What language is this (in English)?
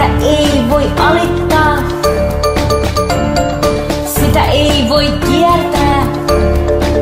Finnish